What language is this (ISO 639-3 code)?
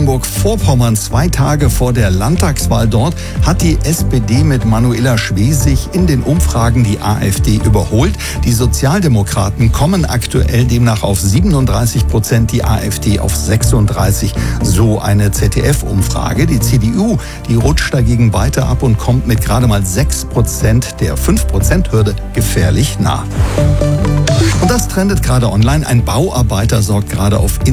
deu